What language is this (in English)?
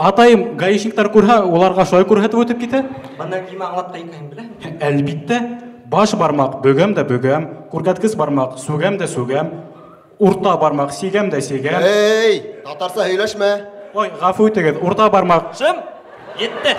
Bashkir